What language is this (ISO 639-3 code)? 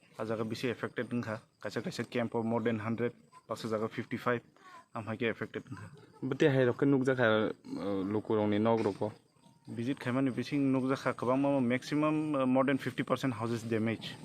trp